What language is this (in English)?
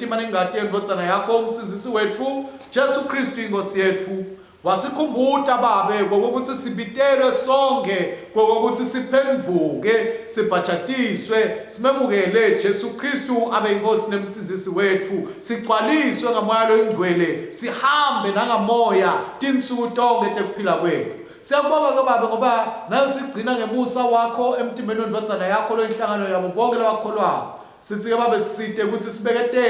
Swati